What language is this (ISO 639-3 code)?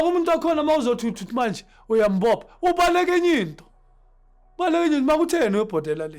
zul